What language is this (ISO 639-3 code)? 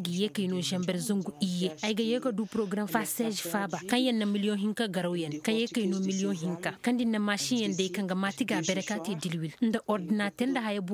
ses